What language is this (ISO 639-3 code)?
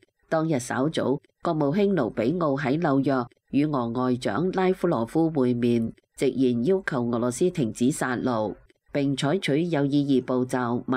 yue